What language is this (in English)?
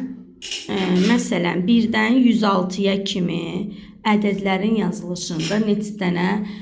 Azerbaijani